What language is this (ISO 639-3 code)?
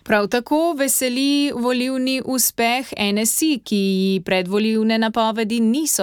slv